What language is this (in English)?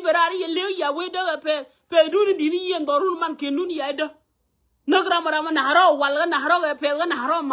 Nuer